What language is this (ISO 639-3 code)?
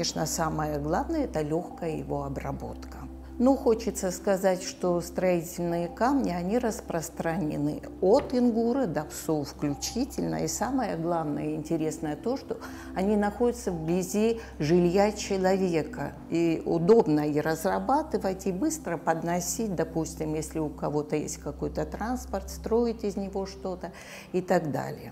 rus